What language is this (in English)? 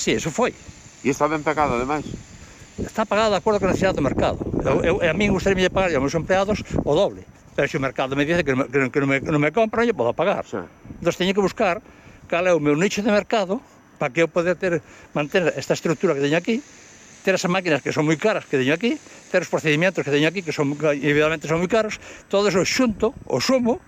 Galician